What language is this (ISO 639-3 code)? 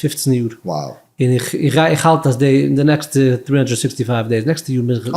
yid